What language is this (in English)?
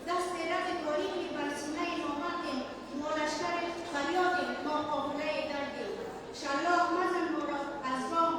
Persian